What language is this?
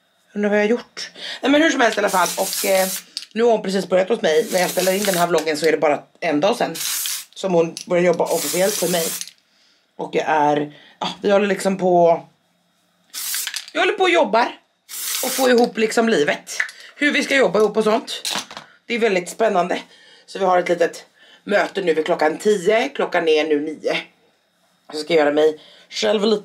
Swedish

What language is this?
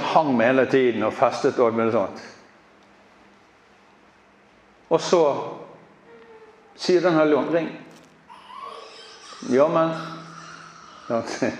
Norwegian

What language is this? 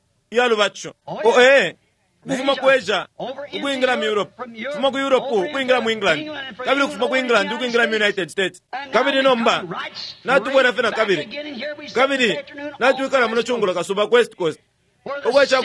Bemba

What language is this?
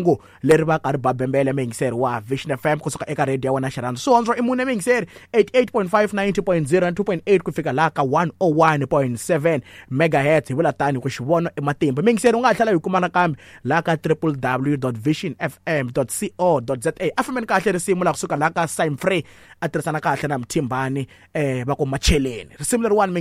Tsonga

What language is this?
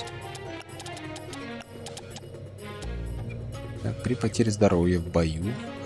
Russian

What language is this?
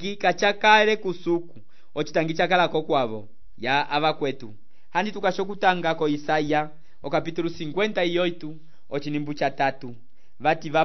Umbundu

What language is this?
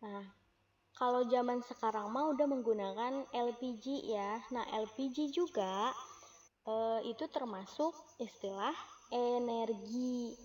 Sundanese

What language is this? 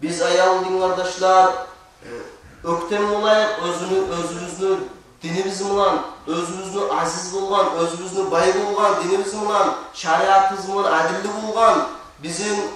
Kumyk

